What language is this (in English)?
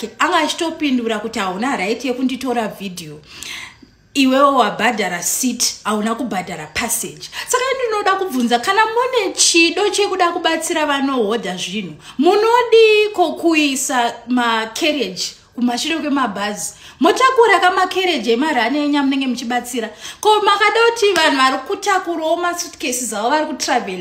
Shona